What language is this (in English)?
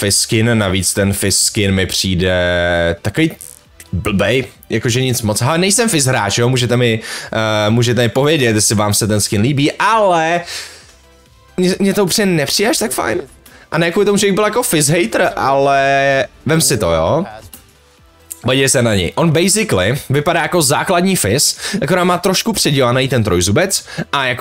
Czech